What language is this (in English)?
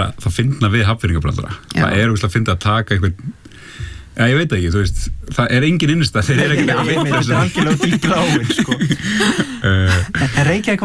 Icelandic